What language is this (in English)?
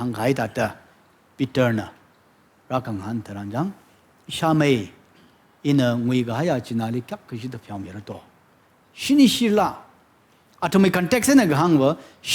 Tangkhul Naga (India)